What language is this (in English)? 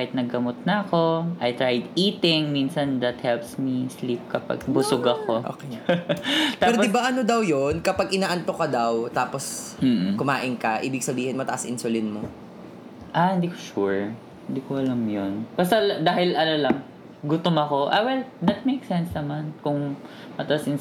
Filipino